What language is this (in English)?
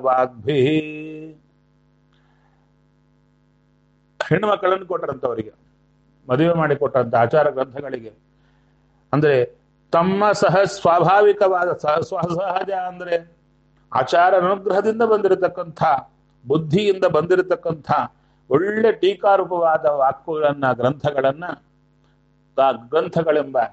Kannada